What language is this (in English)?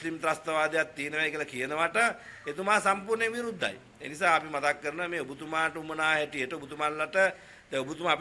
Sinhala